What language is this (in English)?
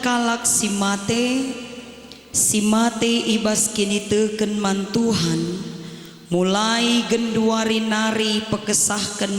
Batak Karo